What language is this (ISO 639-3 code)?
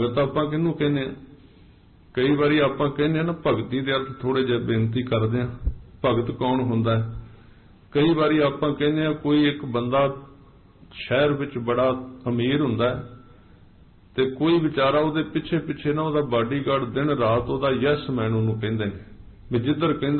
pan